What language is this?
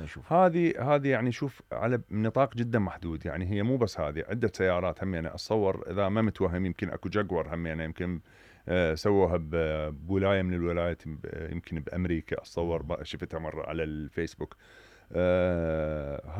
Mesopotamian Arabic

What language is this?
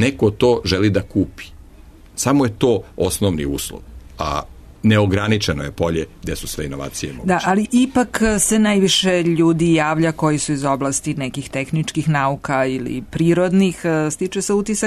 Serbian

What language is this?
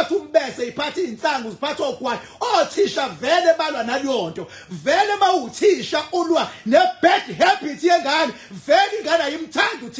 Zulu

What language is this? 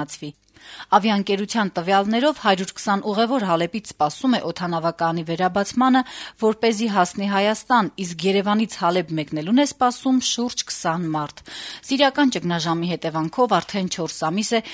Armenian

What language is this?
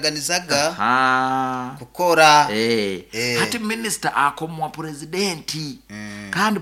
Nyoro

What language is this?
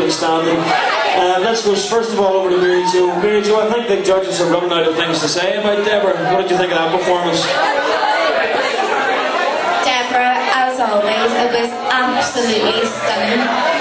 English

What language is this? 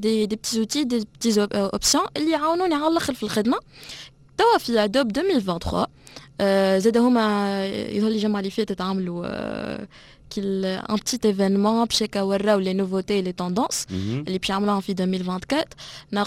Tunisian Arabic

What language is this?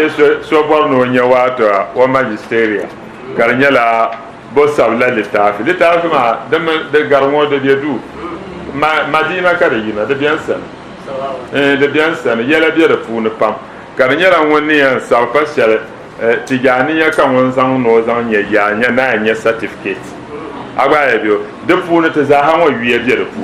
Dagbani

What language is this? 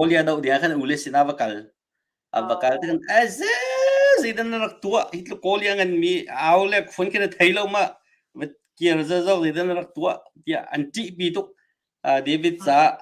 Hakha Chin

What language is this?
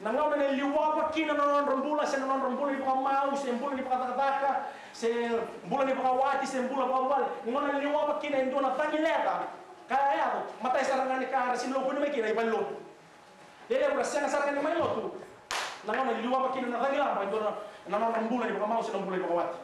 Fijian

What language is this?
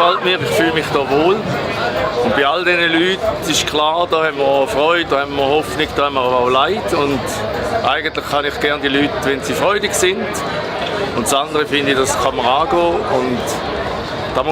Swiss German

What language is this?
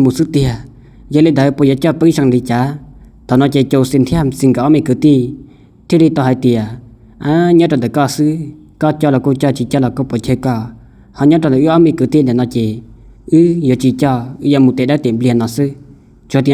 Hmong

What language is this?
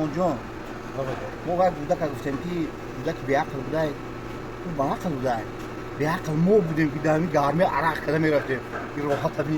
Tajik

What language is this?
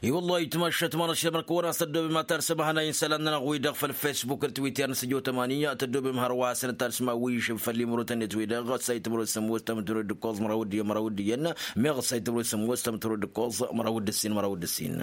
Tamasheq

